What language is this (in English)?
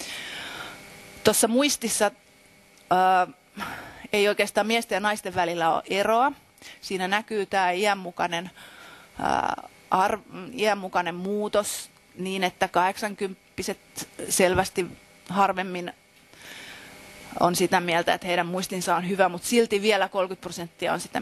Finnish